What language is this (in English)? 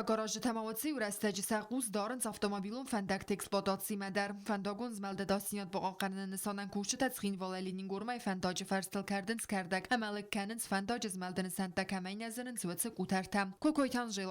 Ossetic